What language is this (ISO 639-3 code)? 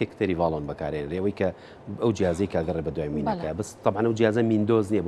ckb